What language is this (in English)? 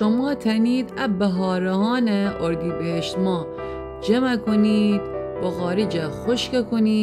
Gilaki